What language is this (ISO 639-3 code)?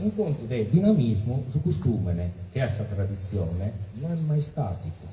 srd